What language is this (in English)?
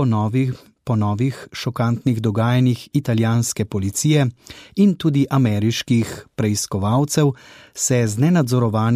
Slovenian